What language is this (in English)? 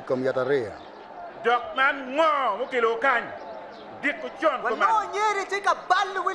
Acoli